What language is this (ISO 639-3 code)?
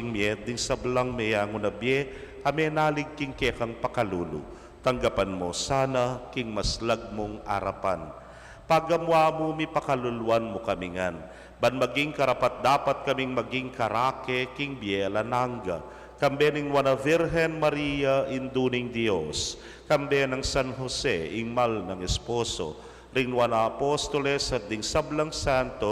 pam